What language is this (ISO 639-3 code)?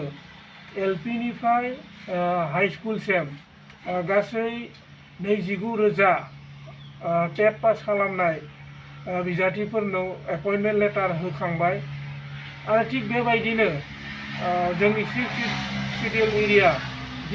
brx